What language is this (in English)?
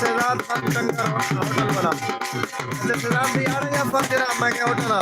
Saraiki